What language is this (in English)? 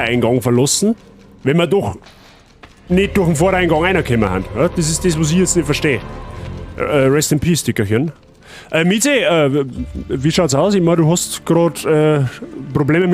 Bavarian